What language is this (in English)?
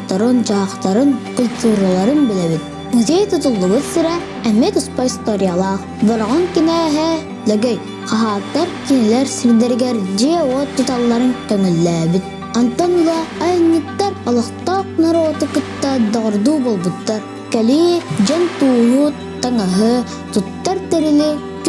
Yakut